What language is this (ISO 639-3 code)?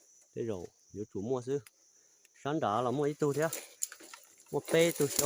hmn